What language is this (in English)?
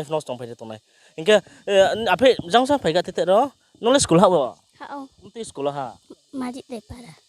Riang (India)